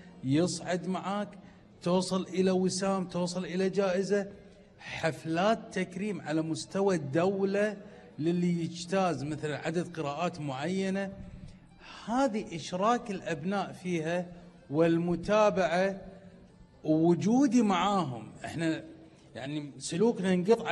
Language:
Gulf Arabic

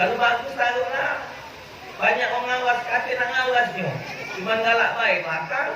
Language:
Musi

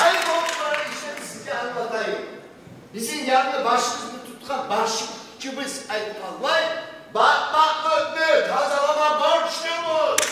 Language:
Kumyk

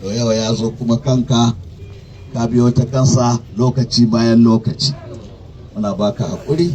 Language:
Hausa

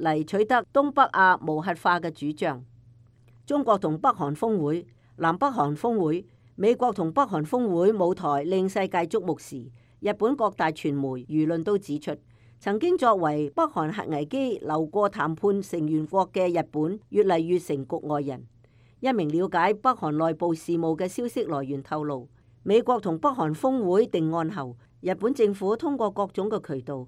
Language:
Cantonese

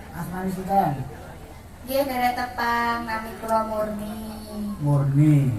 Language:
Javanese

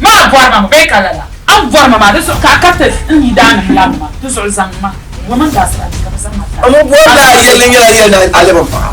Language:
Dagbani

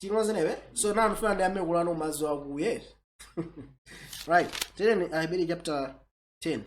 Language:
Nyanja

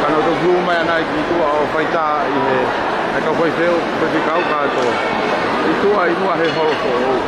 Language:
Tongan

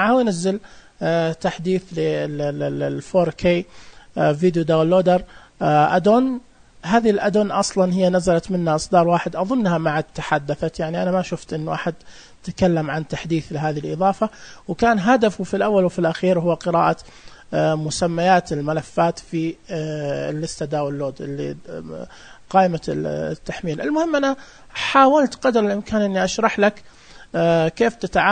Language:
Najdi Arabic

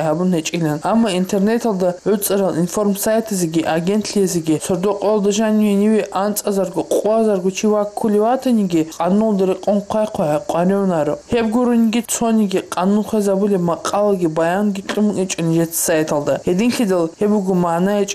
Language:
Avaric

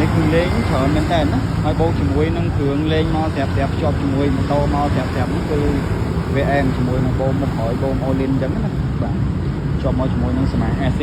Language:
Khmer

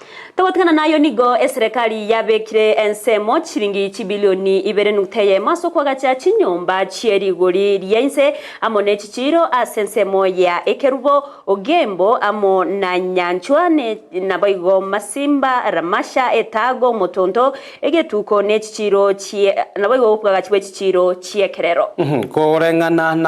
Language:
Gusii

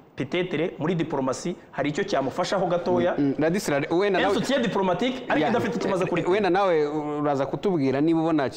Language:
Kinyarwanda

